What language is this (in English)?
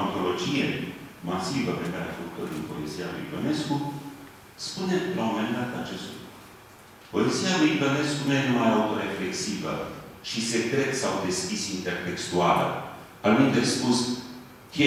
Romanian